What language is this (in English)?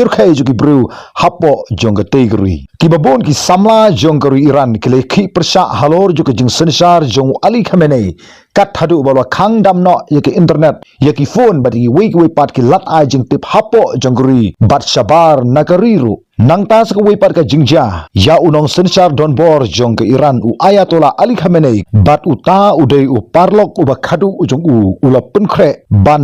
Khasi